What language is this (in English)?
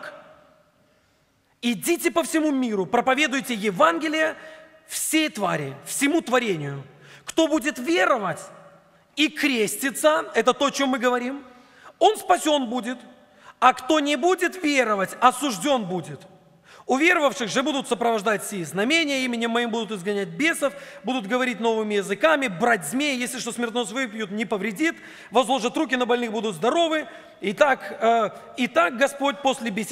Russian